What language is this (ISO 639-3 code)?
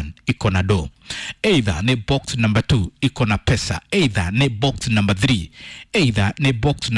kik